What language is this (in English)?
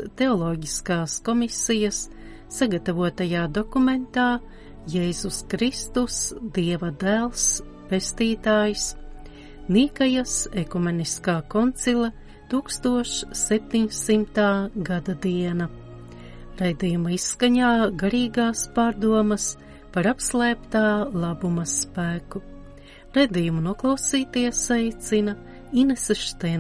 Latvian